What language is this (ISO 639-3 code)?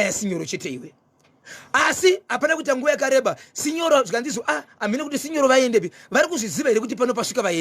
sna